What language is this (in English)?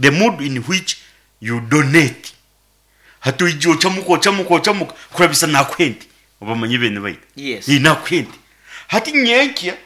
Nyankole